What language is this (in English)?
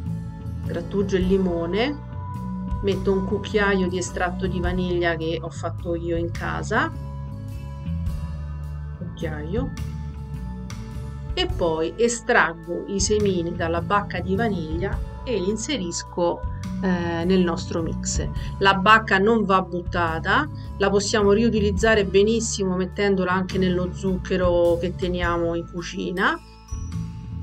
Italian